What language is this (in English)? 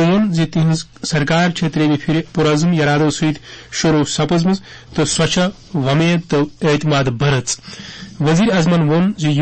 Kashmiri